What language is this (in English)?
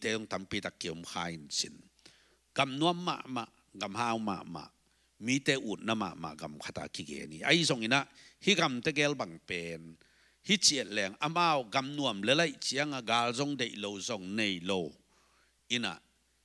Tedim Chin